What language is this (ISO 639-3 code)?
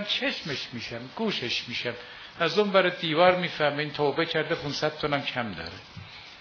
fas